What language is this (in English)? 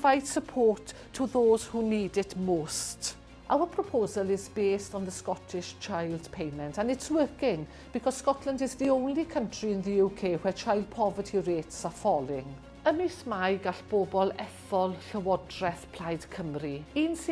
English